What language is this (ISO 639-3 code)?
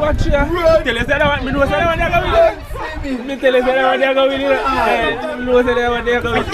jam